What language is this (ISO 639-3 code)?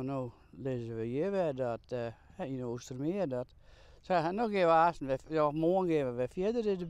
fry